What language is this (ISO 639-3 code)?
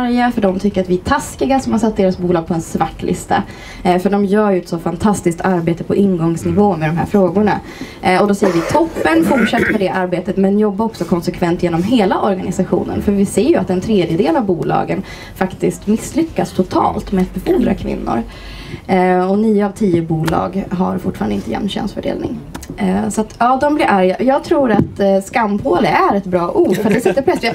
swe